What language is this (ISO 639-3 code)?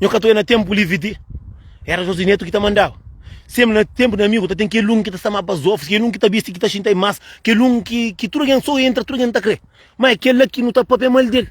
kea